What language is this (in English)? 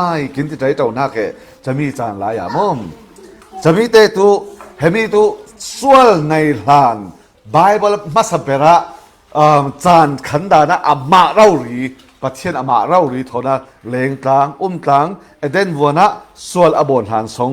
Falam Chin